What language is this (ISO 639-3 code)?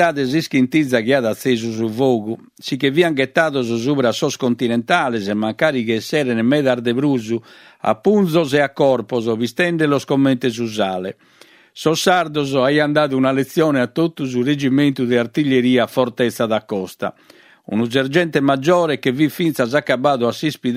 srd